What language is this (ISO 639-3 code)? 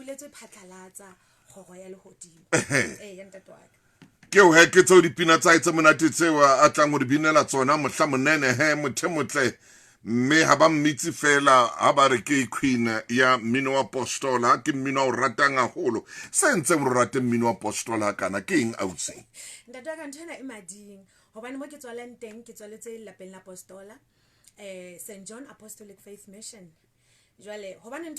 sot